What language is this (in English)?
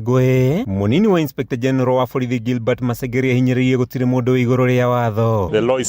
Kikuyu